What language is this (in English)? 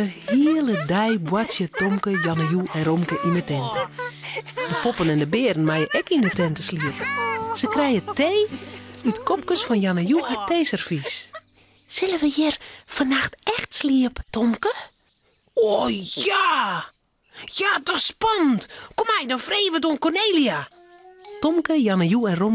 Western Frisian